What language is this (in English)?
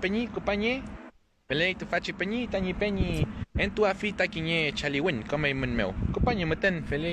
Mapuche